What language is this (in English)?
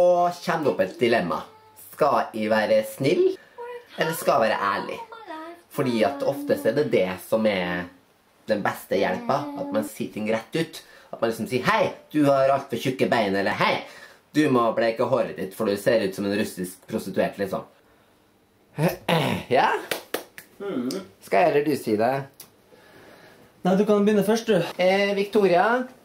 Norwegian